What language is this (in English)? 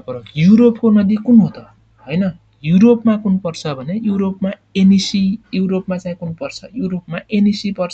Nepali